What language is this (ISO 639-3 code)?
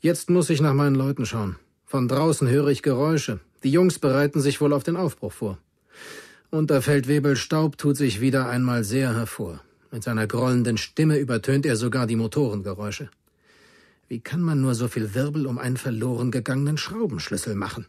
bar